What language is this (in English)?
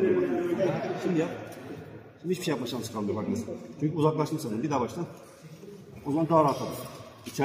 Turkish